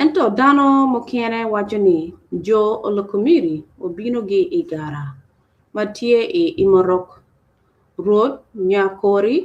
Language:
Acoli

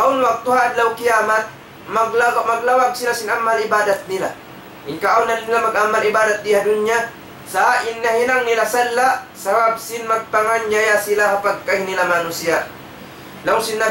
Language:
Tausug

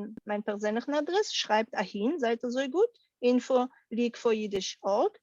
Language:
Yiddish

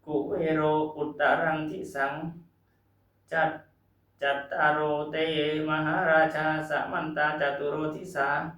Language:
Pali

